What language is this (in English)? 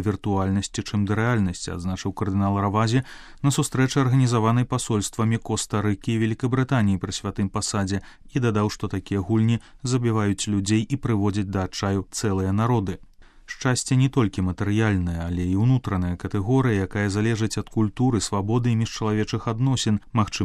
Belarusian